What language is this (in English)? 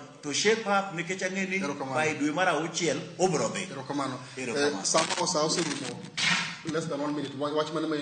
Luo (Kenya and Tanzania)